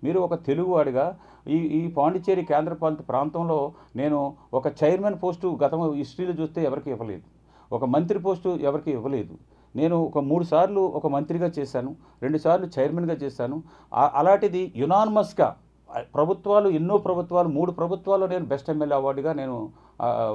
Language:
Telugu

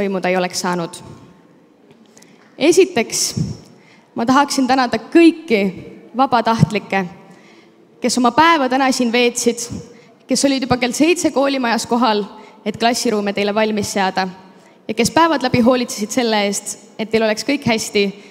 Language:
Estonian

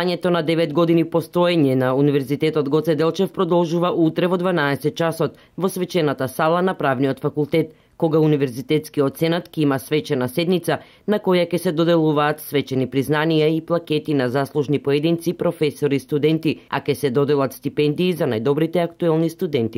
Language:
Macedonian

